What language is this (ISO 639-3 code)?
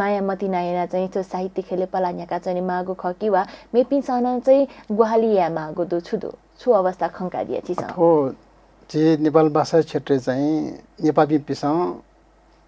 new